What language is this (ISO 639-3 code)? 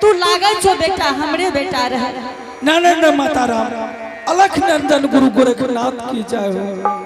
anp